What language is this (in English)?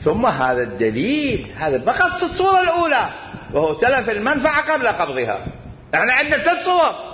Mesopotamian Arabic